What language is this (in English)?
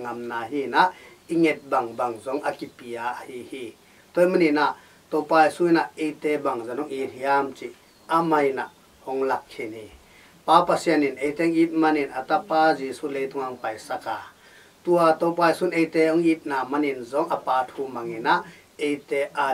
Tedim Chin